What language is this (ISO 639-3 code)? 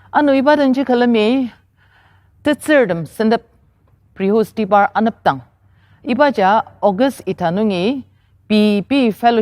njo